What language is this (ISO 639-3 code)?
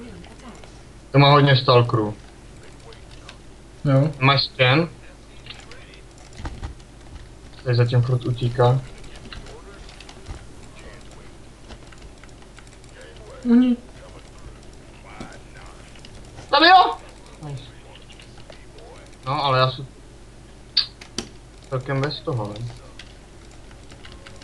ces